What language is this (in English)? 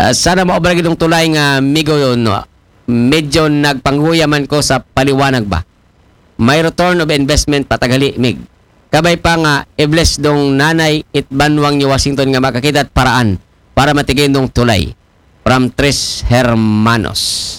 Aklanon